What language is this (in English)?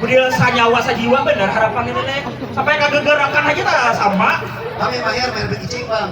Banjar